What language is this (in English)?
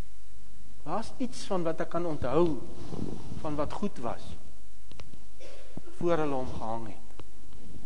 Afrikaans